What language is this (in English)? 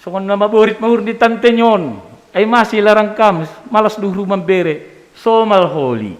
Batak Simalungun